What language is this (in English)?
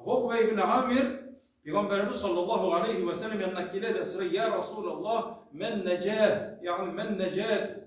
Tatar